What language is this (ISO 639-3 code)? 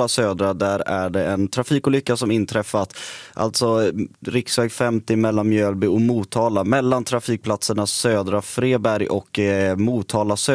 swe